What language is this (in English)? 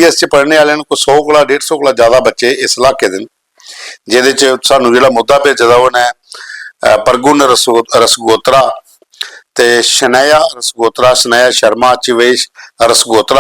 Dogri